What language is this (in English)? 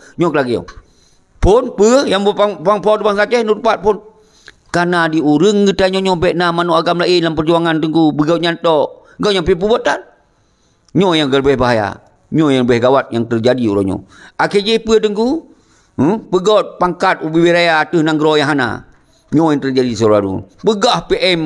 Achinese